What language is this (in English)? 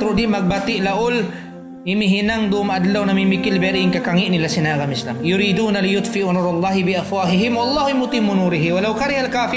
Tausug